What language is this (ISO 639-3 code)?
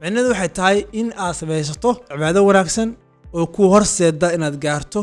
som